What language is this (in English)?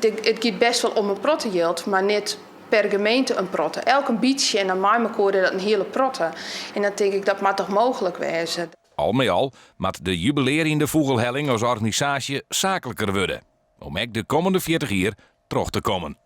Western Frisian